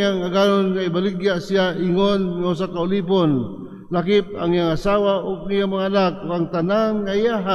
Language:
Cebuano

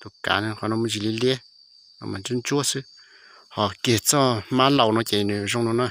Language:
Hmong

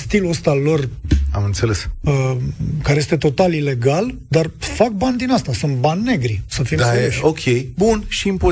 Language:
Romanian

